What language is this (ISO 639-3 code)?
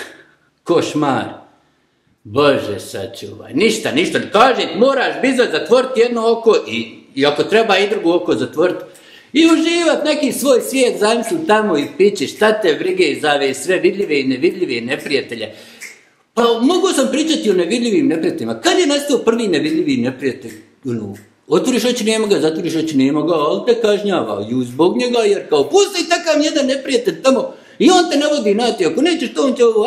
bos